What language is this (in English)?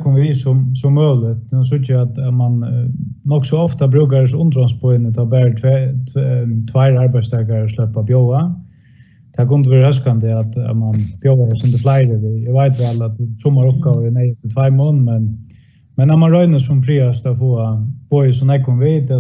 Faroese